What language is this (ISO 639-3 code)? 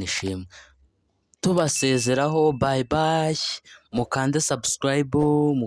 kin